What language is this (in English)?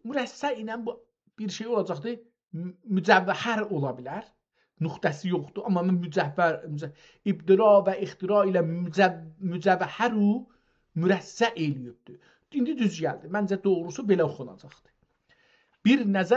South Azerbaijani